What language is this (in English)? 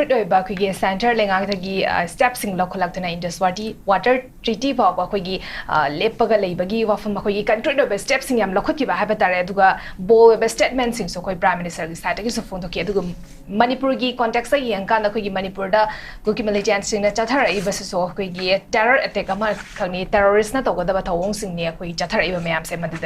Manipuri